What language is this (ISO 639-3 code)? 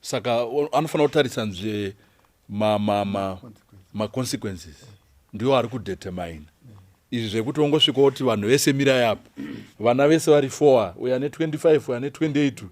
sna